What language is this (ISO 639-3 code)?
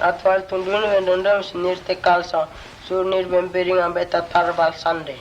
mtt